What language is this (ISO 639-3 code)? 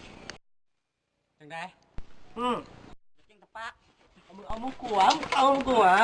lao